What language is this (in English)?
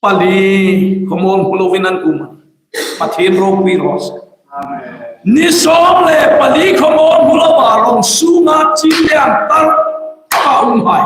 Hmar